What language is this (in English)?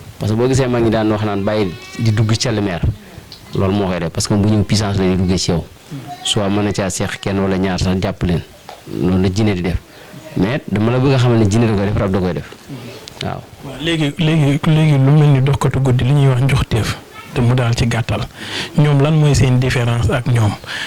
Wolof